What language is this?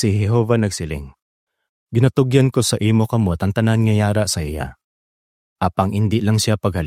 Hiligaynon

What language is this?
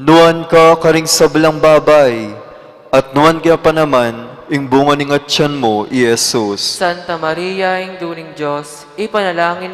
Pampanga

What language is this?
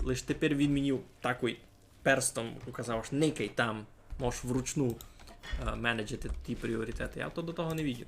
Rusyn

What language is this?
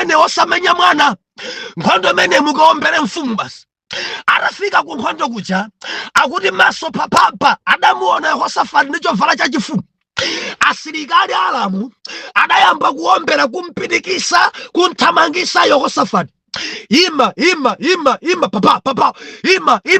Nyanja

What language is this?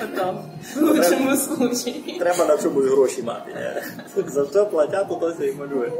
Rusyn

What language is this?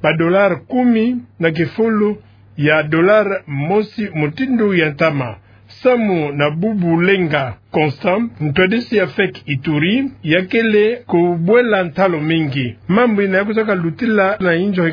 Kituba (Democratic Republic of Congo)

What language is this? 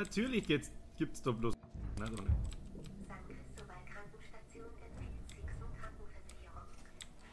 Bavarian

